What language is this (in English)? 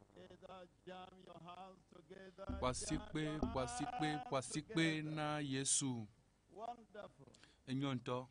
Ewe